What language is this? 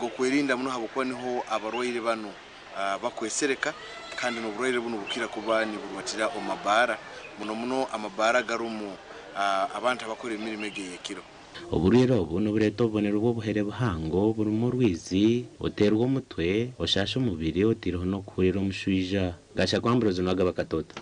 Nyankole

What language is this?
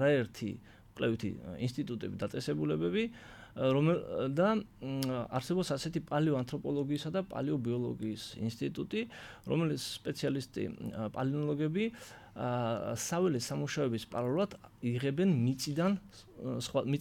Georgian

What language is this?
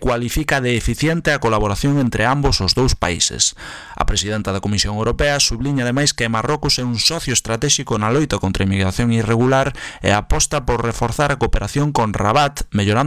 Galician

